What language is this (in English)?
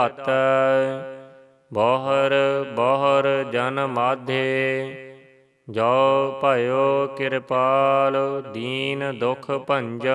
Punjabi